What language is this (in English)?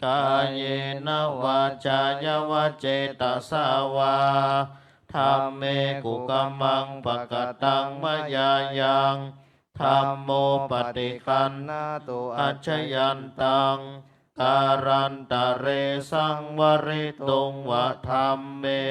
Pali